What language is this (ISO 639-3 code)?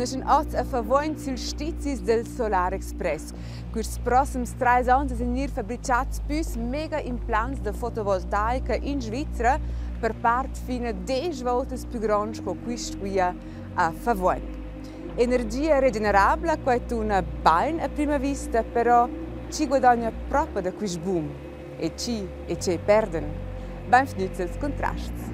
roh